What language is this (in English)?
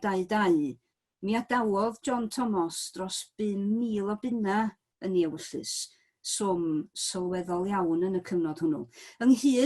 Welsh